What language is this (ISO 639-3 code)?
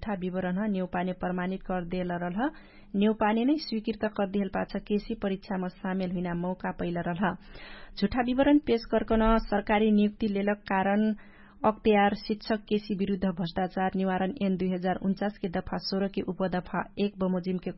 thl